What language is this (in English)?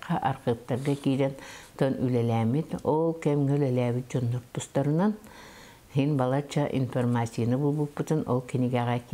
Yakut